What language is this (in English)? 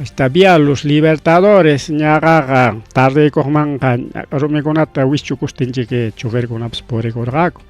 Ayacucho Quechua